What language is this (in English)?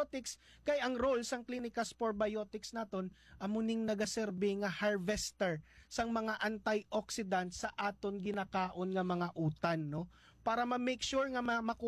Hiligaynon